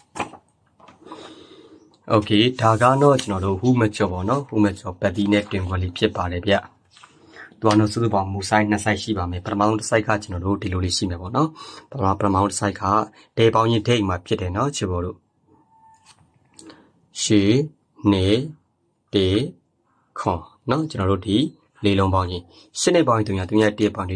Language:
Burmese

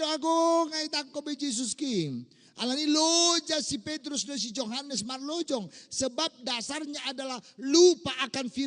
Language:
Batak Toba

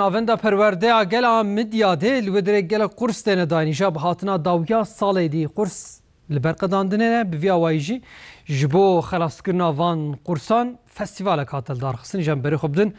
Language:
Kurdish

